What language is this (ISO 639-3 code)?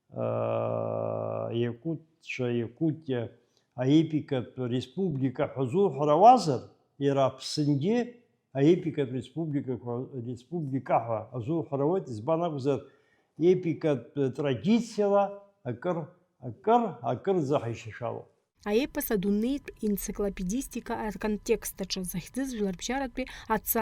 abk